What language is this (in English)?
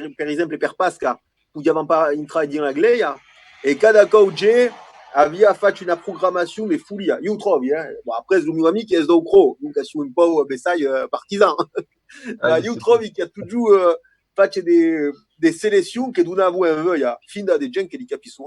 Occitan